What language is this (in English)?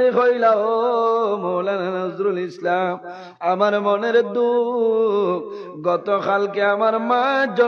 Sylheti